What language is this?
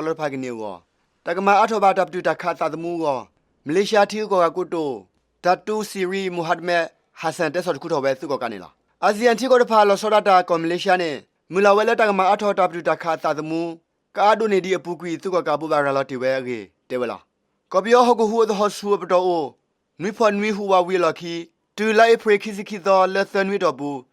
S'gaw Karen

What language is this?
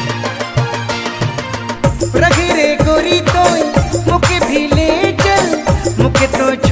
Sadri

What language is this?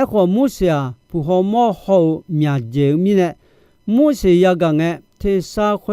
Akha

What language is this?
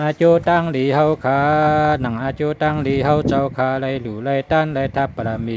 Shan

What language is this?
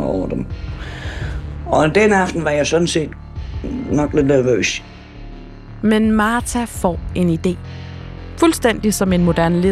Danish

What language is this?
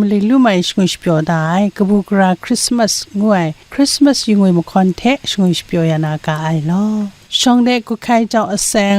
Kachin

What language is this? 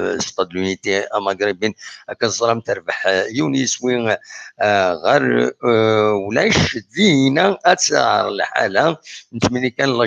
Kabyle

